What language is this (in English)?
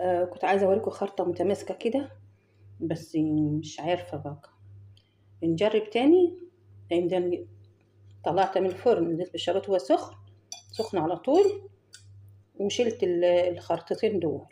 Egyptian Arabic